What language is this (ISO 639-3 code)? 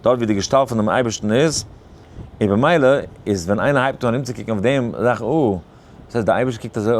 yid